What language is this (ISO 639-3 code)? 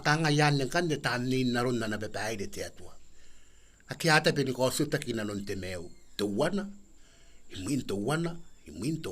gil